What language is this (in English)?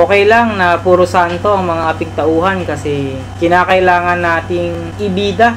Filipino